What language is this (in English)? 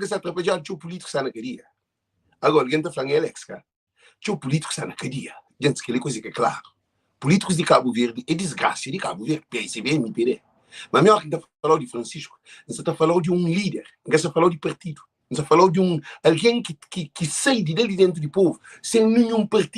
Kabuverdianu